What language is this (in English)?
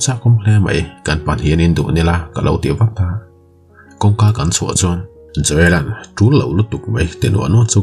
Mizo